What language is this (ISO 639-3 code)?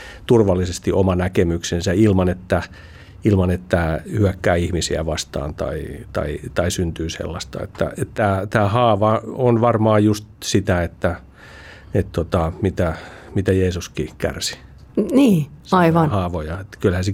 fin